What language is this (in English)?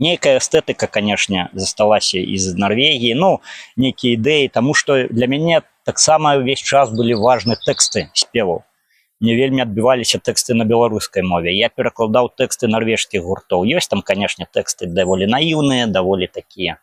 Belarusian